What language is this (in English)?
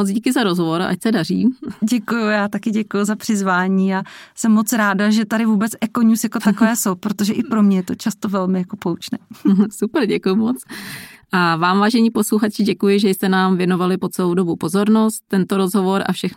Czech